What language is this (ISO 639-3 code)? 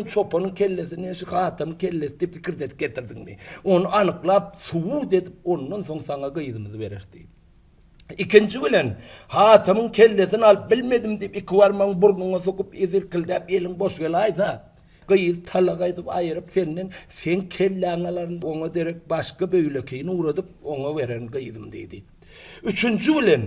tuk